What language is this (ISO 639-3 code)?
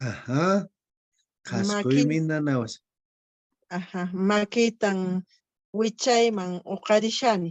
que